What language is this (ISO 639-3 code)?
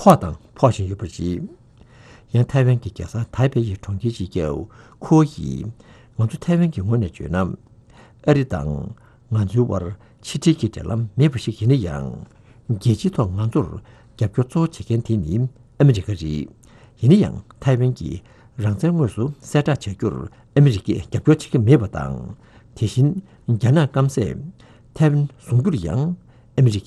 bod